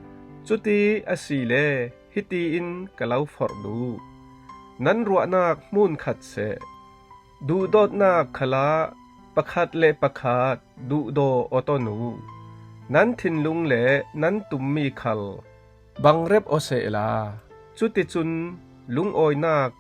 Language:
Falam Chin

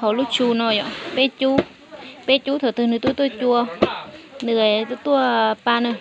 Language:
Hmong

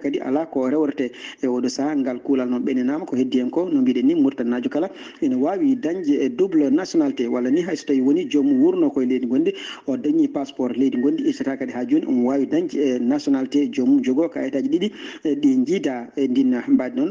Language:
Fula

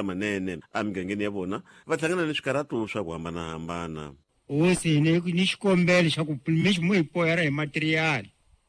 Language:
Tsonga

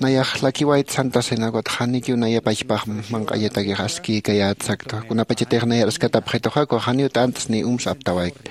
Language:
Aymara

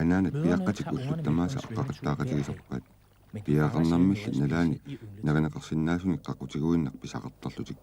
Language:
Kalaallisut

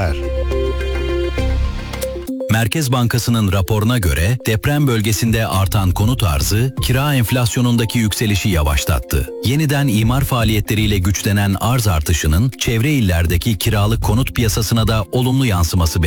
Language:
Turkish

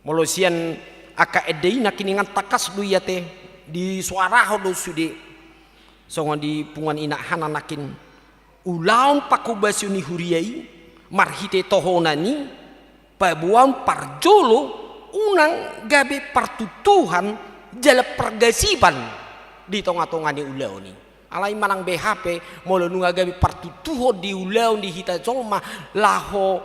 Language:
Batak Toba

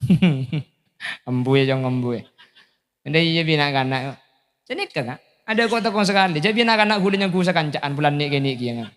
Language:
Madurese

